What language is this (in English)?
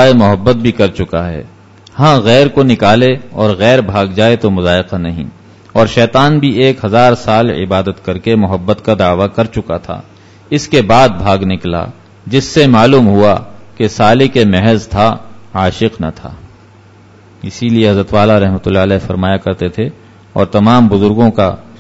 Urdu